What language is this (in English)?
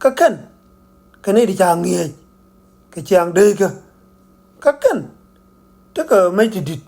Nuer